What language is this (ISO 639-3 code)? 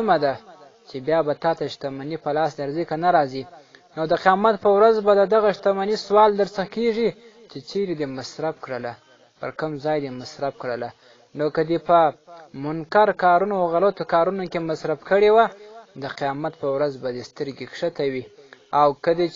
pus